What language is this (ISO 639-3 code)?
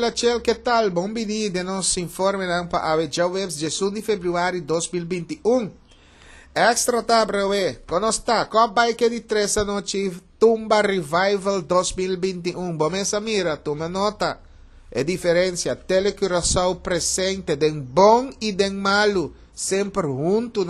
pap